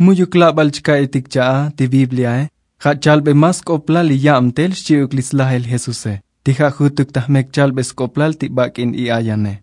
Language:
Tzotzil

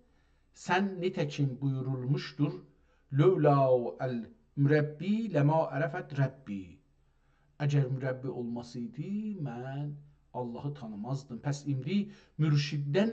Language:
South Azerbaijani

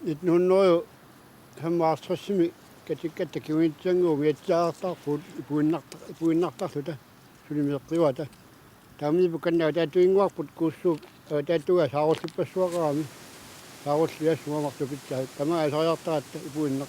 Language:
Kalaallisut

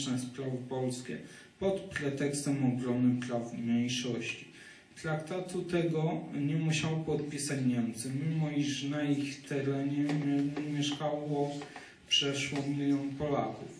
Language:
Polish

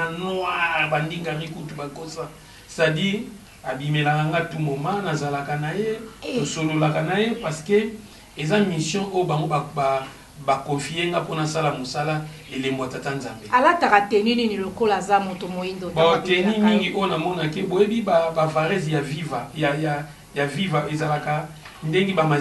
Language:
Lingala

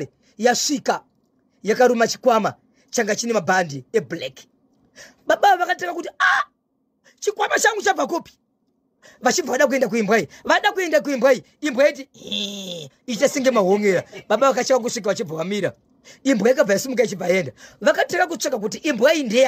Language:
Shona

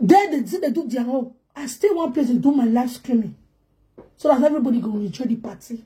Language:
Nigerian Pidgin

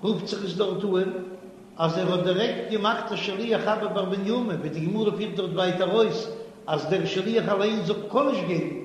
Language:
Yiddish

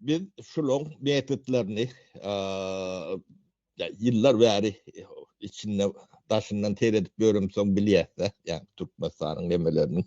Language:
Turkmen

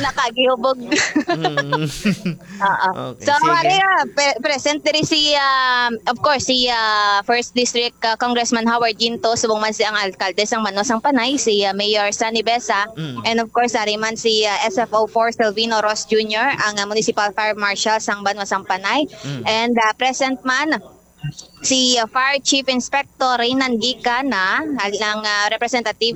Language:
Hiligaynon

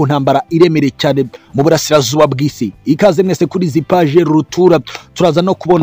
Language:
Kinyarwanda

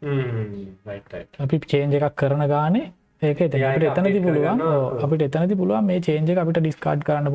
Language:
Sinhala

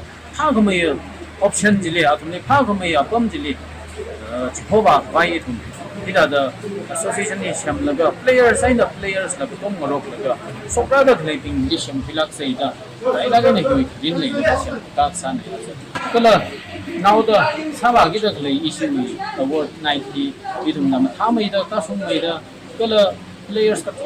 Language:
Tangkhul Naga (India)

